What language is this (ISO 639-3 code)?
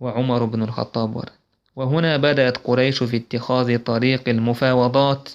che